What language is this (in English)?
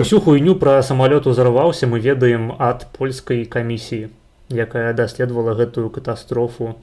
Belarusian